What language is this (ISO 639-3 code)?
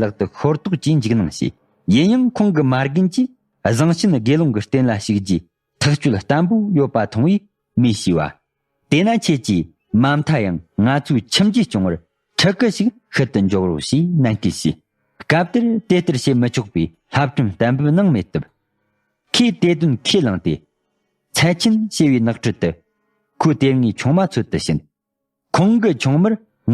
bod